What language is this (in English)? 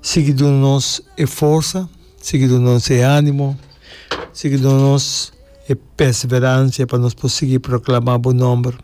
Papiamento